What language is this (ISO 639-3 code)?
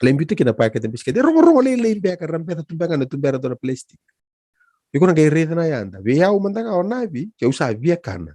fij